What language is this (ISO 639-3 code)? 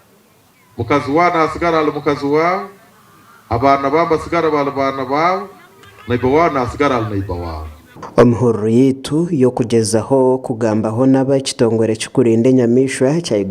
nyn